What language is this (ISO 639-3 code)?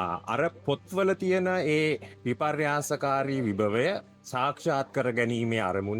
sin